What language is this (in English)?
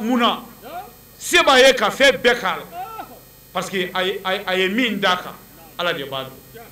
Bambara